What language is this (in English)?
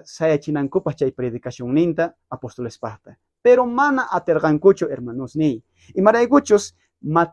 South Bolivian Quechua